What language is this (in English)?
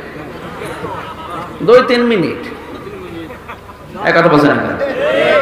Bangla